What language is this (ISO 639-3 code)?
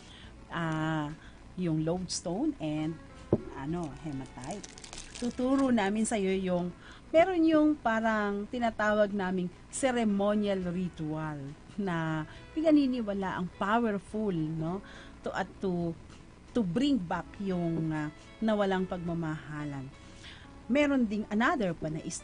fil